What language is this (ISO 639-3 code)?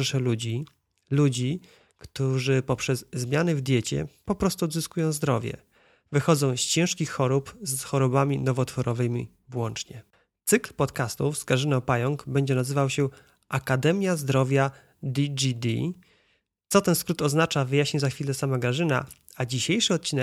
pol